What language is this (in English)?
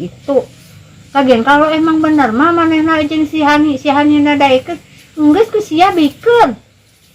Sundanese